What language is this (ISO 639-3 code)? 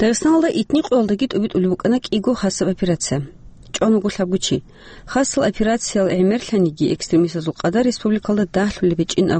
ava